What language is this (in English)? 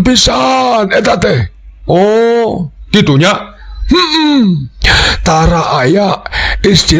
Sundanese